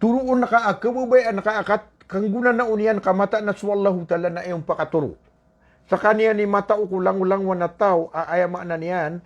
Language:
Maranao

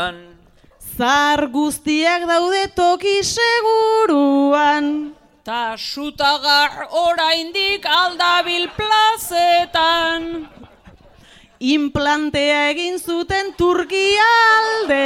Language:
Basque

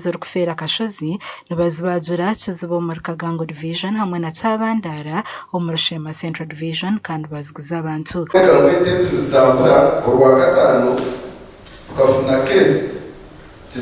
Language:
Nyankole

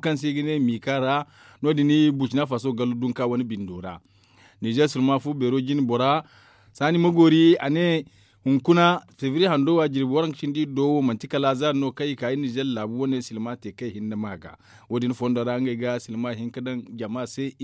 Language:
Zarma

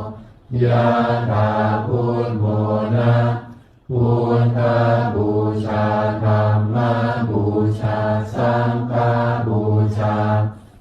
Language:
Pali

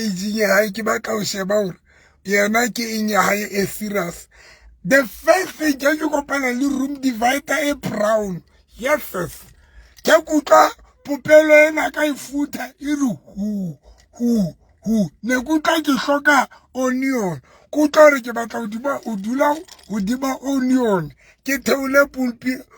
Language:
Southern Sotho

